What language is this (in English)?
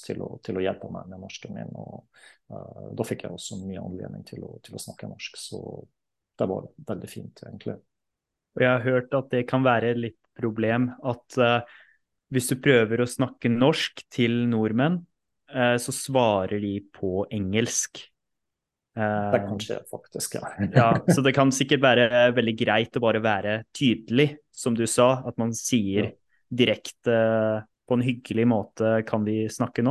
Norwegian